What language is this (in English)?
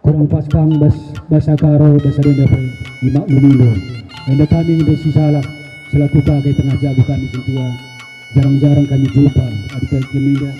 Batak Karo